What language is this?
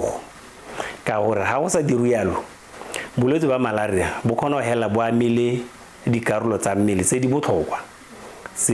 Tswana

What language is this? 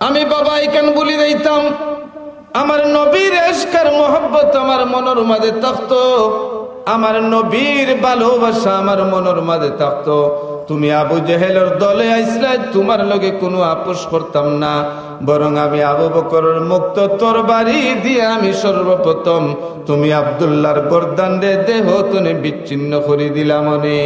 Sylheti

